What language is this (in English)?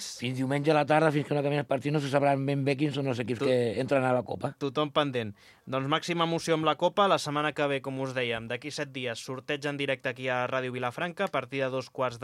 Catalan